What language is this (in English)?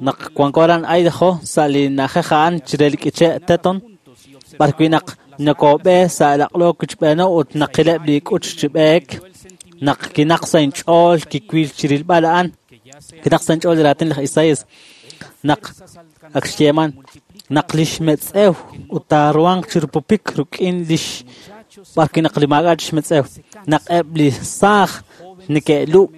Kekchí